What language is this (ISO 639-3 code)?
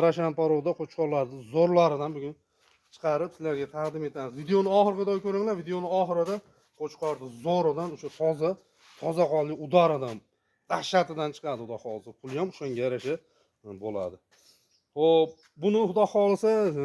uzb